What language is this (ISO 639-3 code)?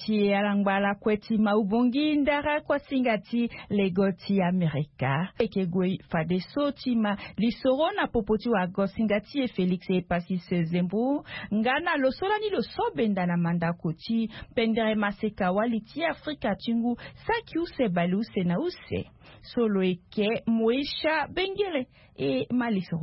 sag